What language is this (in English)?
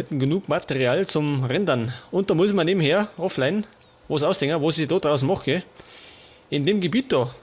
Bavarian